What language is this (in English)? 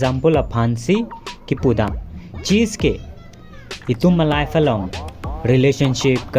Karbi